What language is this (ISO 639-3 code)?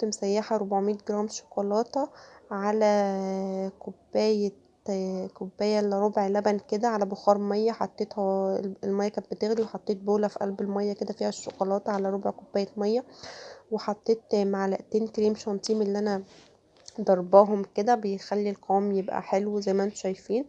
arz